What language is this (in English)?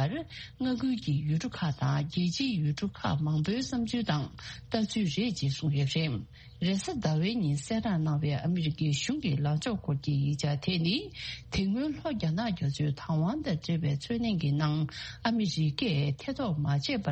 Tibetan